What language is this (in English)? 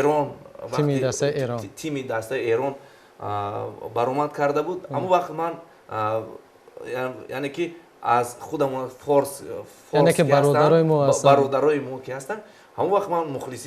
Tajik